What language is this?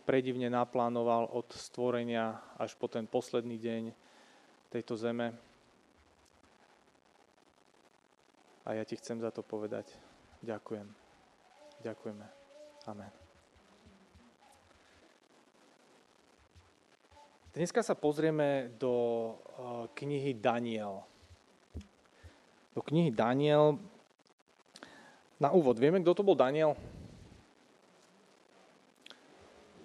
Slovak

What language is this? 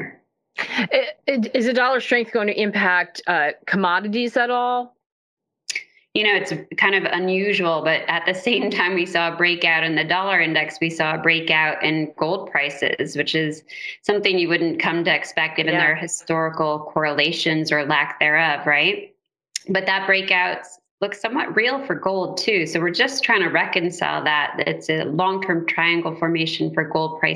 English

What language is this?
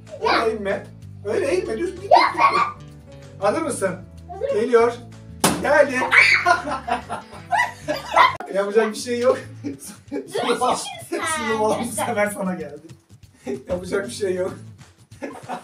Turkish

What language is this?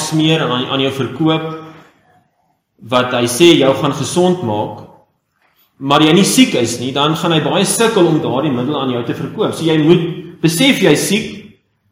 Afrikaans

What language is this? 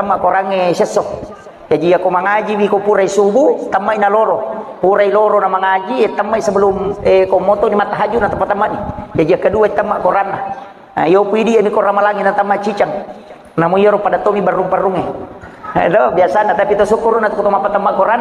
Buginese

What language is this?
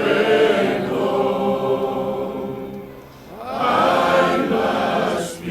Samoan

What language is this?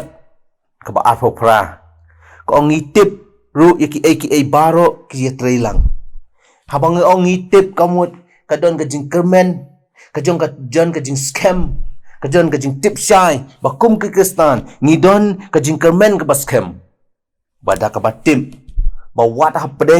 Khasi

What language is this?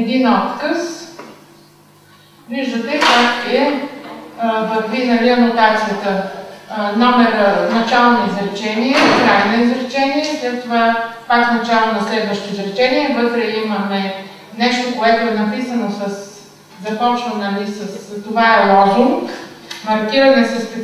Bulgarian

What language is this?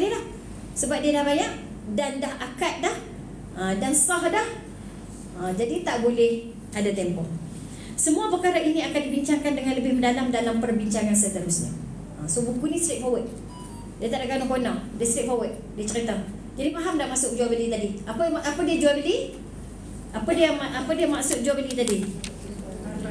Malay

